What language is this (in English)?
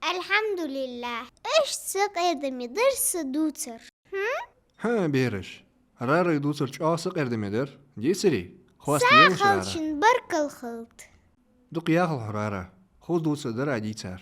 Ingush